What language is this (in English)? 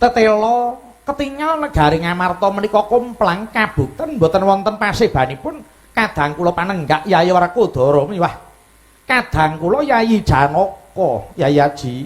Javanese